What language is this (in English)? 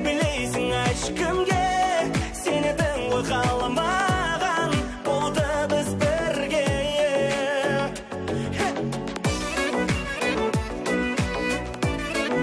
Kazakh